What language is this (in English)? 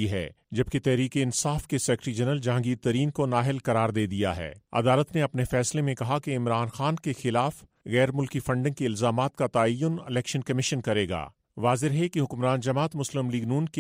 Urdu